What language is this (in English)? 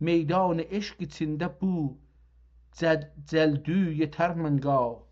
South Azerbaijani